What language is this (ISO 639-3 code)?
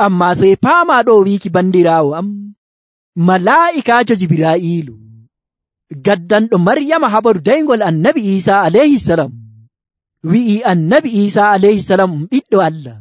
fuv